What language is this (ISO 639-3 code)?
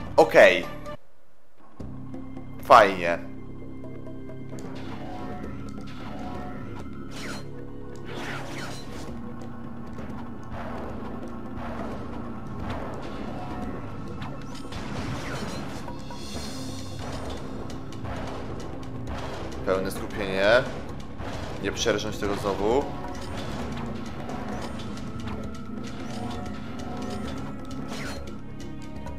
pol